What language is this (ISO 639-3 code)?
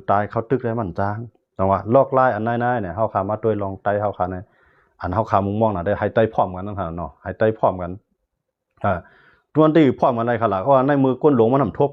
shn